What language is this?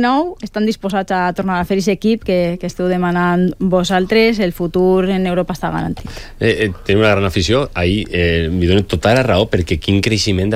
Catalan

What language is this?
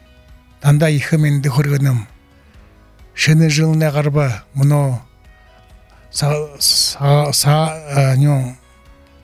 Buriat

